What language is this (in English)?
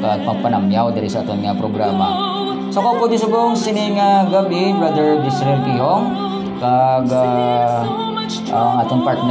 Hiligaynon